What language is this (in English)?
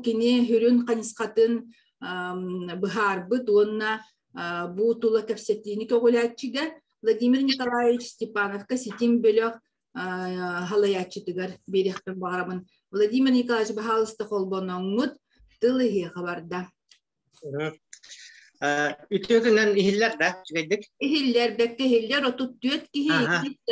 Yakut